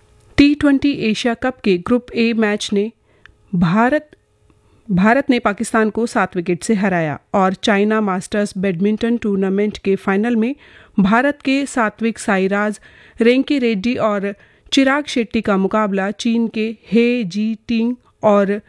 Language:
Hindi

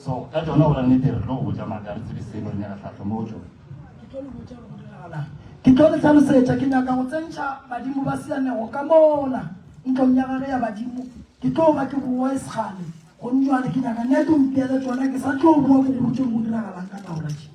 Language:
Northern Sotho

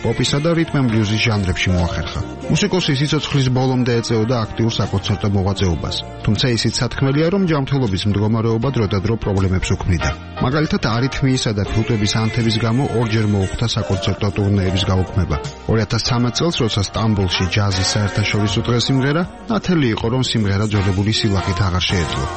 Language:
Georgian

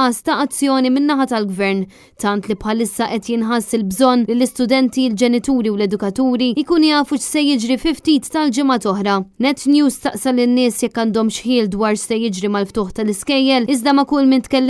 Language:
Maltese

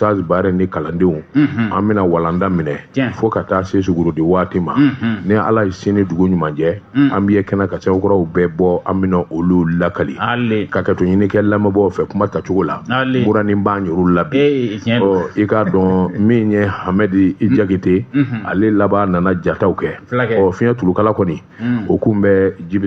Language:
Bambara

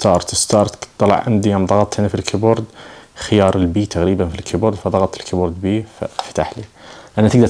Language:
Najdi Arabic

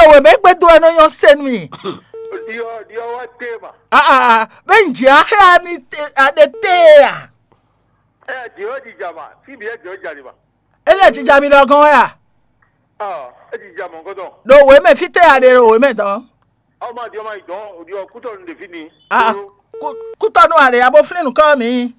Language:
Fon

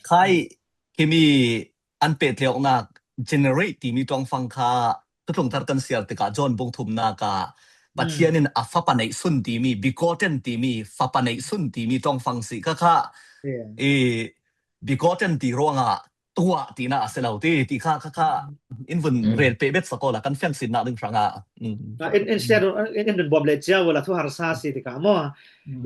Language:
Falam Chin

